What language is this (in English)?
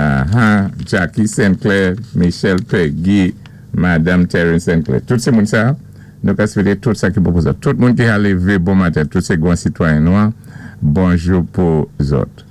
Saint Lucian Creole French